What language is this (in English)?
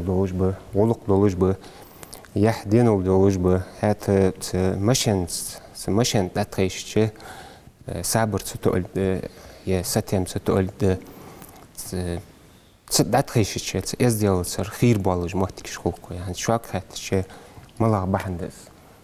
Ingush